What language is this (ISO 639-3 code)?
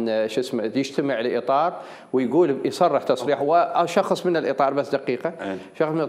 acm